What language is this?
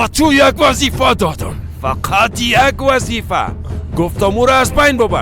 Persian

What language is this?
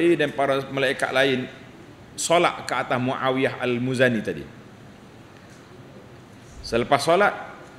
Malay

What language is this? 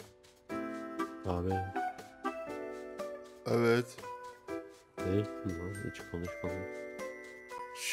Turkish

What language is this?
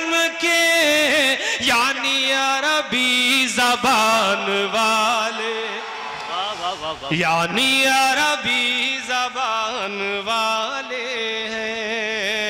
Urdu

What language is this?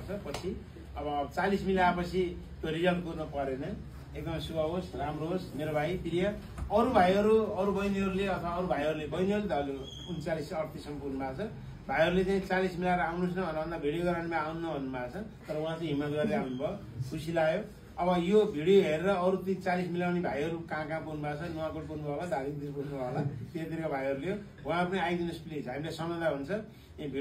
Nepali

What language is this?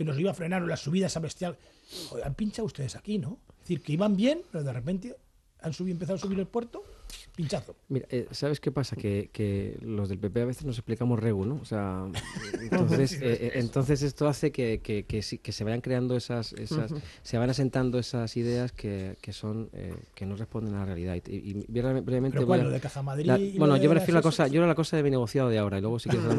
Spanish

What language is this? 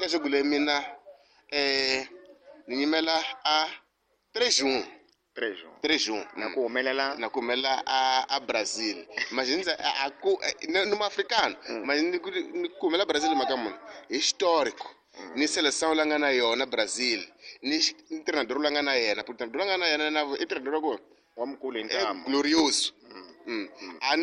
Tsonga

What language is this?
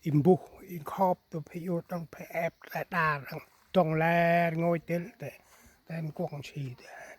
Central Mnong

